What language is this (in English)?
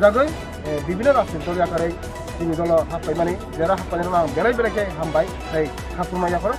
Riang (India)